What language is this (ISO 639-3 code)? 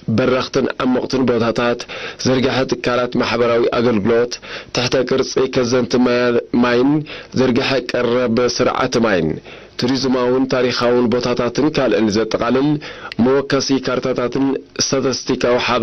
tir